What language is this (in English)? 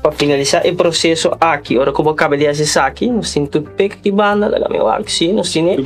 Papiamento